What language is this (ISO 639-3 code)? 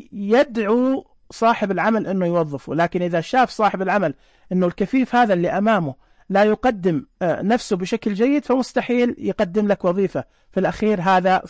ars